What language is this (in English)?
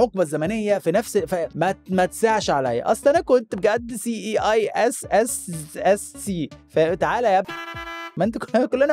Egyptian Arabic